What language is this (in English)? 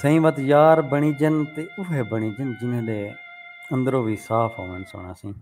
Saraiki